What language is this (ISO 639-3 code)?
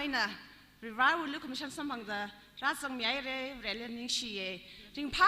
nmf